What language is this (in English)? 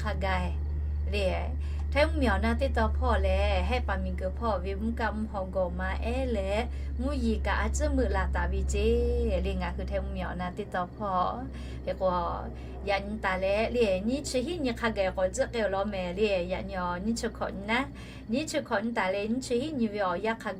Lahu